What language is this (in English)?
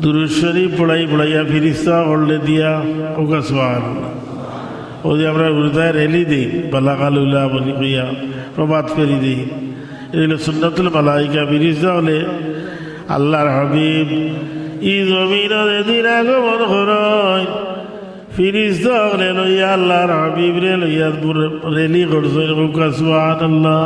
Sylheti